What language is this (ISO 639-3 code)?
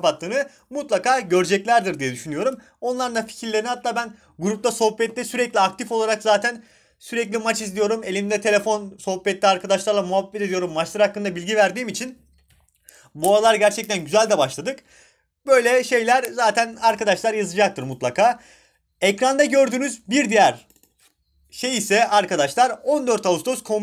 tur